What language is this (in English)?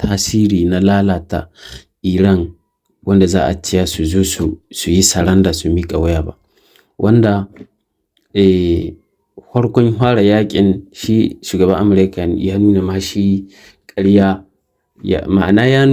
Hausa